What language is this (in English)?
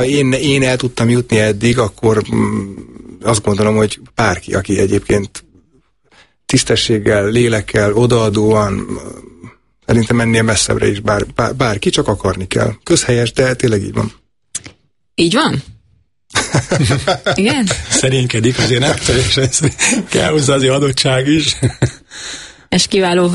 Hungarian